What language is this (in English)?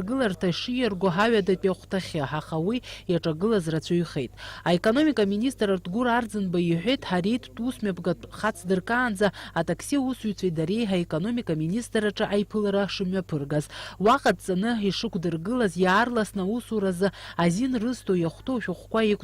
Abkhazian